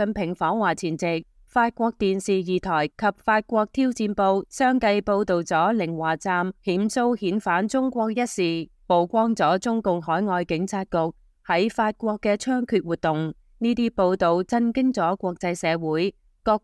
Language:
Cantonese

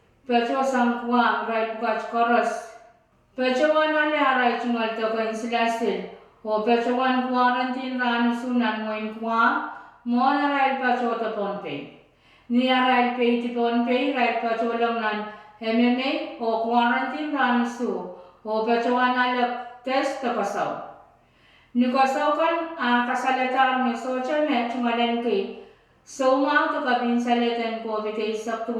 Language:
Pohnpeian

